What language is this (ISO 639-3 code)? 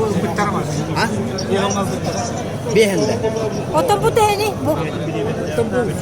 sah